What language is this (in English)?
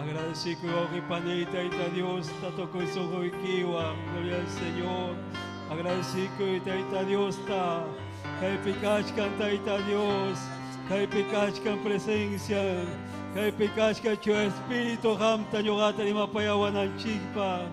Ayacucho Quechua